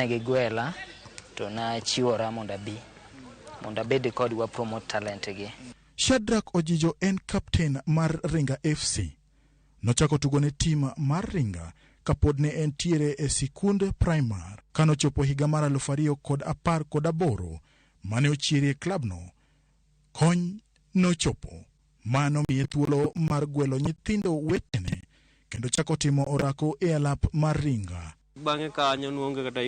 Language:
Luo (Kenya and Tanzania)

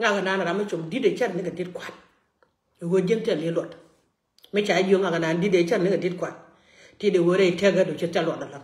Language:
Nuer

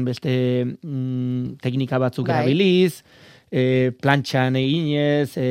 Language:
Basque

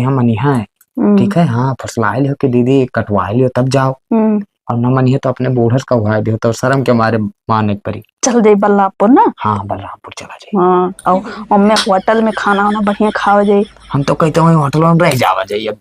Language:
Awadhi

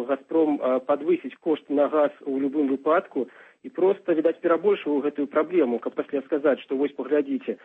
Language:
Belarusian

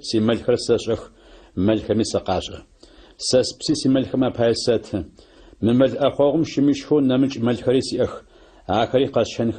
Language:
Adyghe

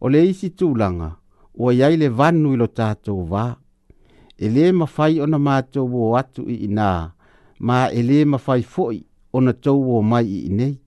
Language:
Samoan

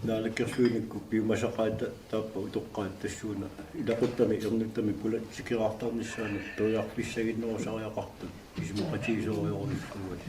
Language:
Kalaallisut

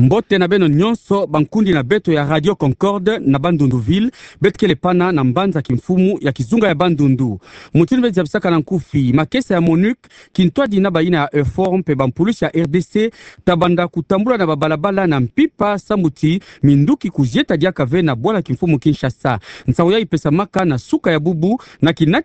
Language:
Kituba (Democratic Republic of Congo)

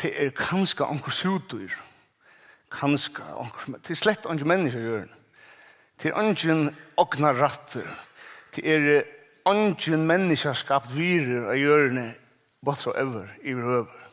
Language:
Faroese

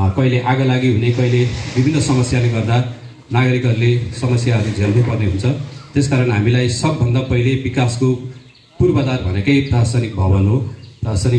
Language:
Nepali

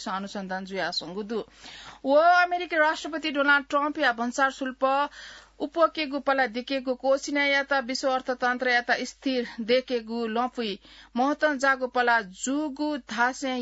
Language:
Newari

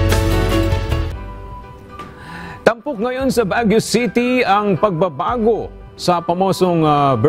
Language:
Filipino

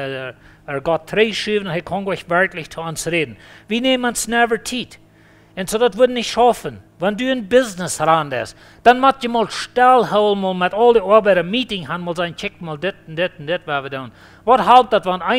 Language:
Plautdietsch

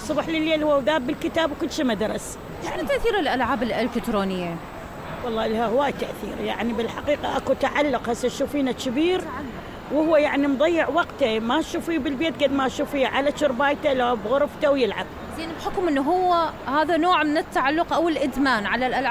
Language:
Mesopotamian Arabic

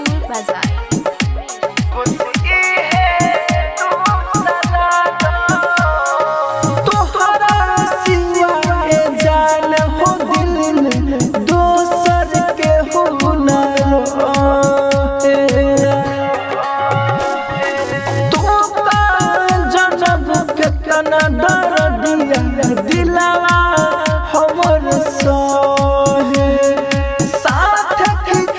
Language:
Bhojpuri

